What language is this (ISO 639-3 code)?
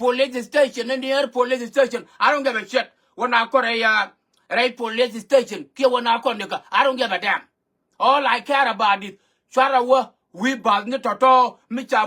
nus